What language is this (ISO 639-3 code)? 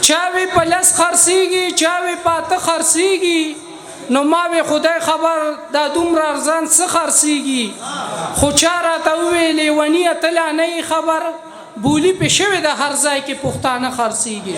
pus